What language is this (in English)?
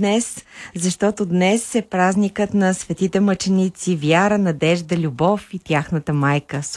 Bulgarian